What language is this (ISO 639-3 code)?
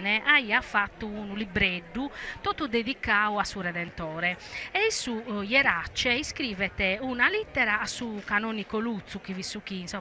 srd